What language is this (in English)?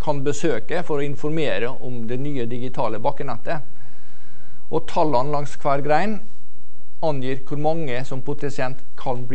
Norwegian